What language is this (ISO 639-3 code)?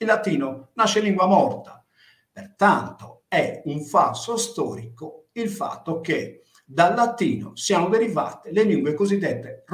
ita